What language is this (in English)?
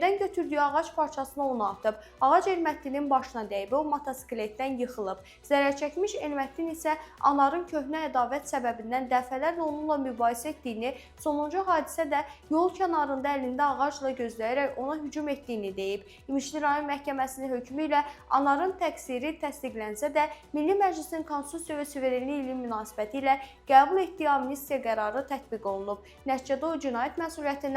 Azerbaijani